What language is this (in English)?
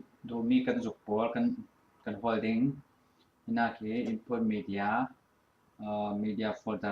Falam Chin